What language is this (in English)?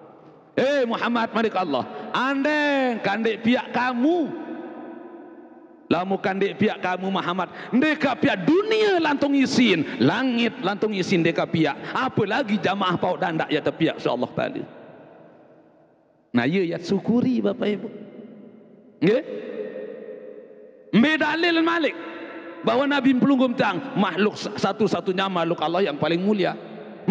Sasak